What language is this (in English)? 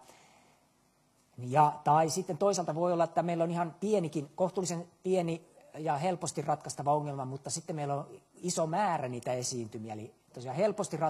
Finnish